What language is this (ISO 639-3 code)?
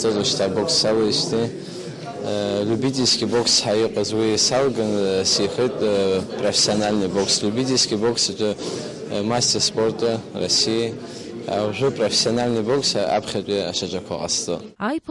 abk